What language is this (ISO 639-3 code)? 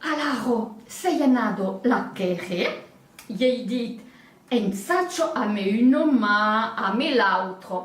oci